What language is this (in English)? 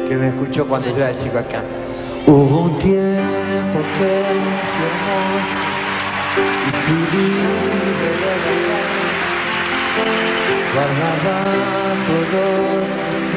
Spanish